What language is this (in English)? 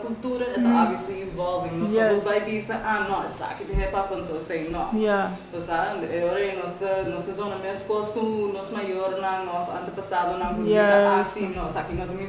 Papiamento